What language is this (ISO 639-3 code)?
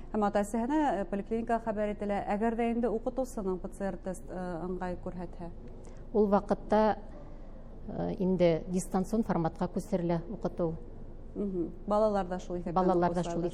bak